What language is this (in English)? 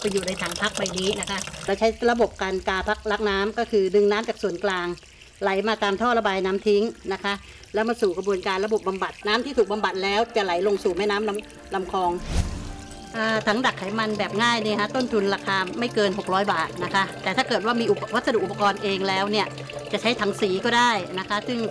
Thai